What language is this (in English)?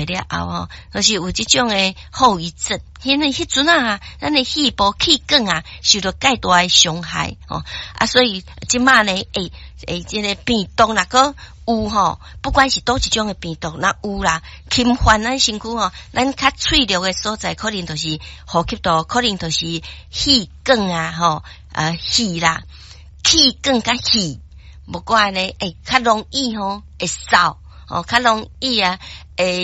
Min Nan Chinese